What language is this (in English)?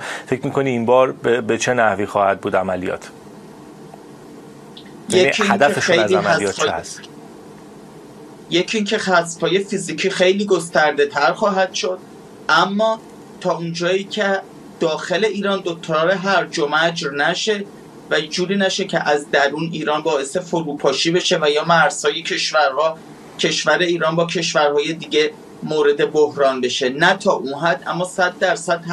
Persian